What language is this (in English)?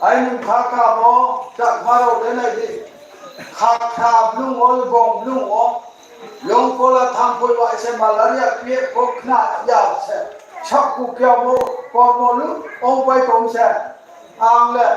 Riang (India)